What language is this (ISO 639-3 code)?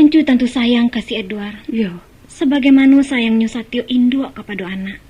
min